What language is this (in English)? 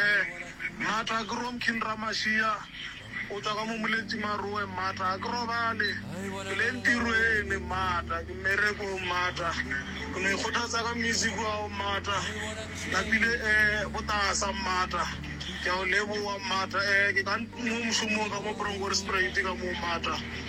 Northern Sotho